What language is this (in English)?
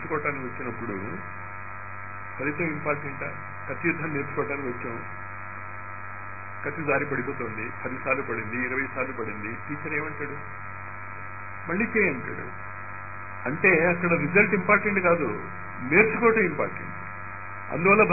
Telugu